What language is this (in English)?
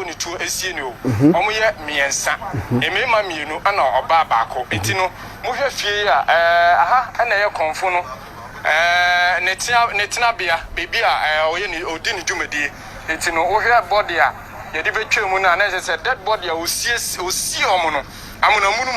Akan